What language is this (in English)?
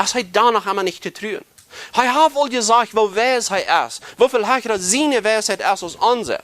Plautdietsch